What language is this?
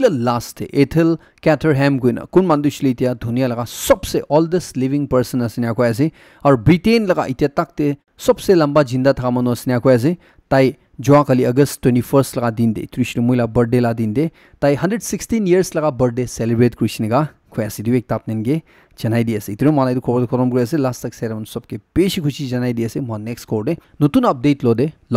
Naga Pidgin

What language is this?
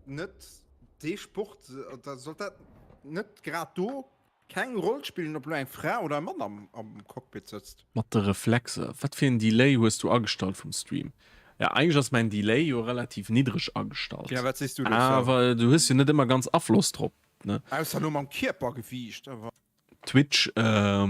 Luxembourgish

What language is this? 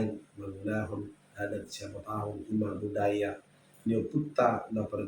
Batak Toba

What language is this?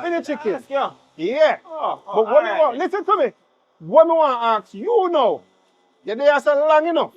Jamaican Creole English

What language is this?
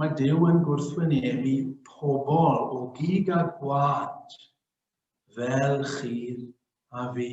Welsh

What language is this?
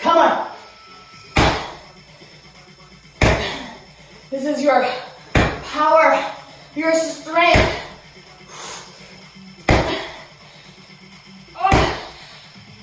English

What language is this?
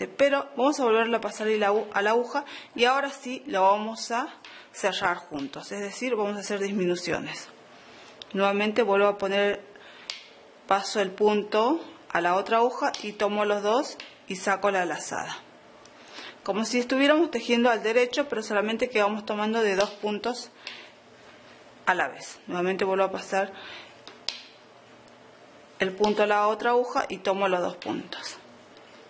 Spanish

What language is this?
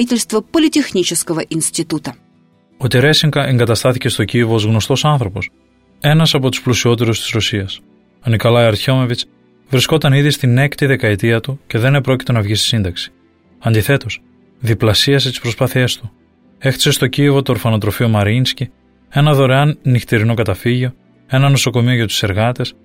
Greek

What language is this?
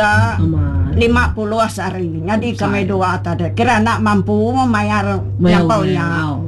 Iban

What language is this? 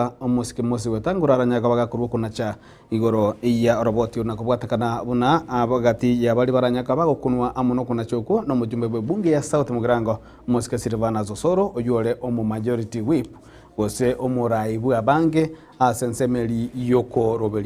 Gusii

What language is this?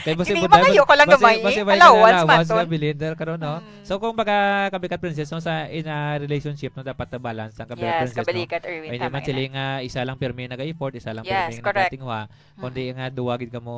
Hiligaynon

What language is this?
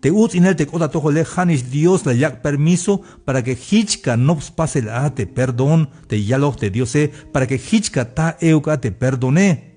Tzeltal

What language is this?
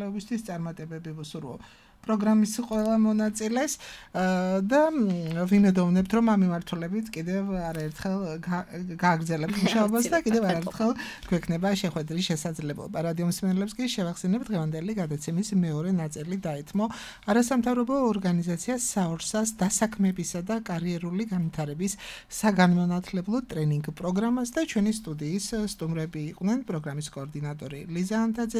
Georgian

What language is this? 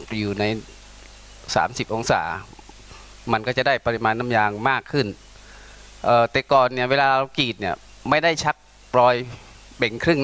Thai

